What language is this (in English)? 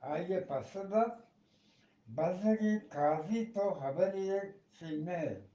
Eastern Balochi